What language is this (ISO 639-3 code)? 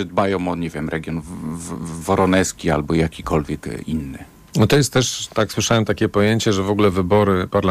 pol